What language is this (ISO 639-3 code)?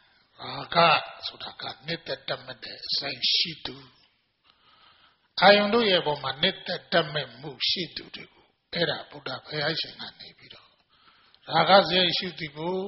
mya